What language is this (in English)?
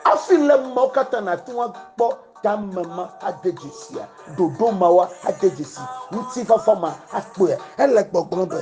Ewe